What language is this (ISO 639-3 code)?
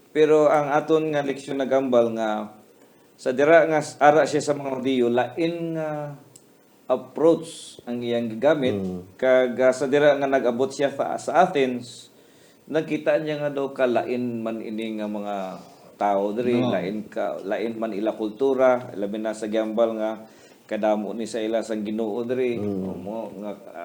hil